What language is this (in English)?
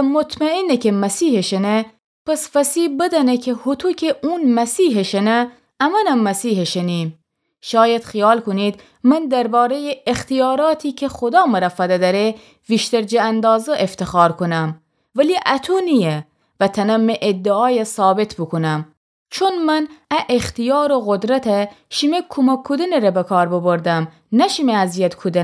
Gilaki